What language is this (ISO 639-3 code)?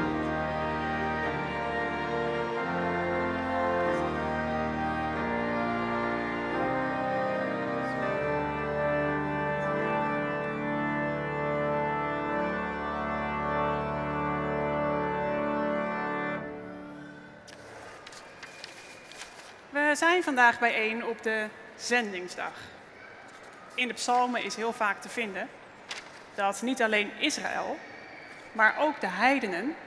nld